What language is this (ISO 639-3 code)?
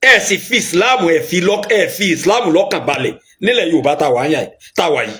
yor